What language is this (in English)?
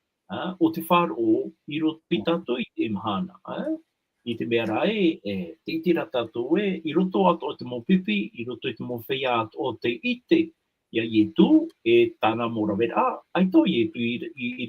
Tahitian